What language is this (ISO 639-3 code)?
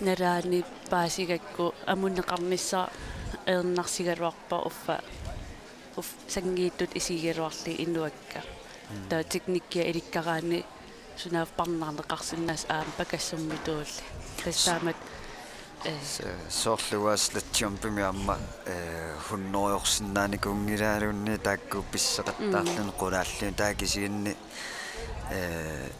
kal